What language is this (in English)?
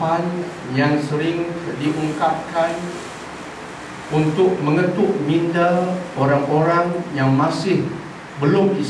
Malay